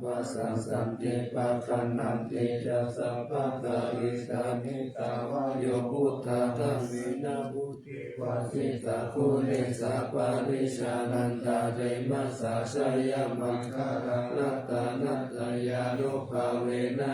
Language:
Pali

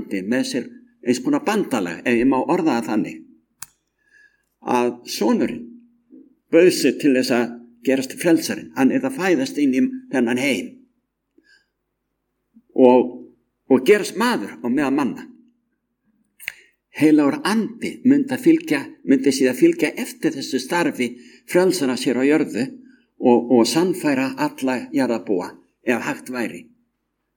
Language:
Icelandic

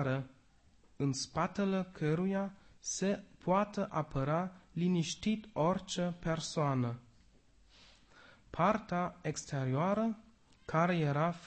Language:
Romanian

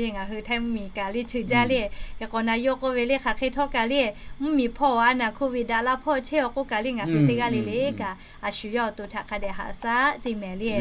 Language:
Lahu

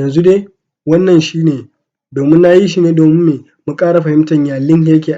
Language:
Hausa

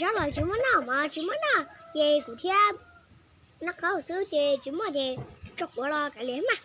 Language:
Hmong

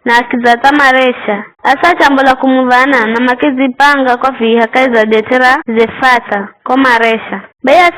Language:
Giryama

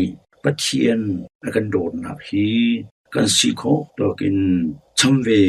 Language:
Hakha Chin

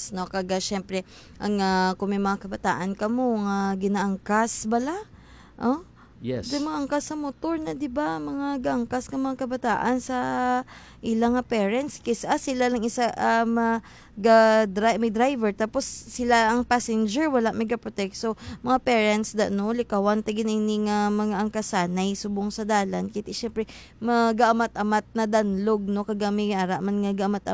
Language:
Hiligaynon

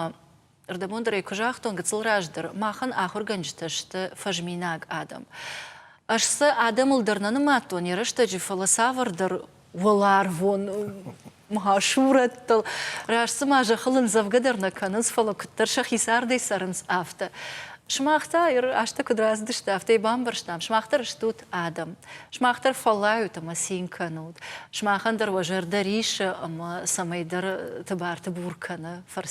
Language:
Ossetic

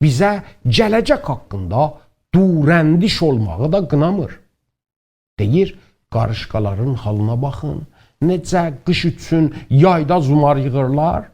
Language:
South Azerbaijani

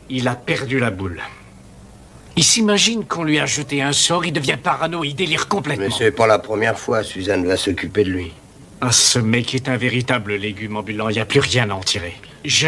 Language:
French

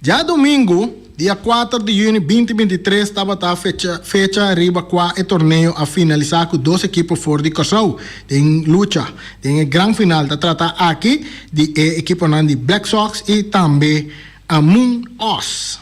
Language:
Papiamento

